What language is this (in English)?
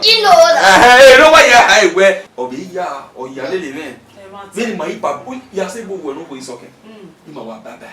Bini